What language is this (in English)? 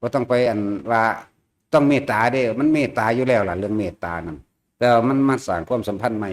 Northeastern Thai